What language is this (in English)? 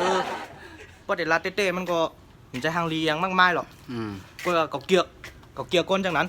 Shan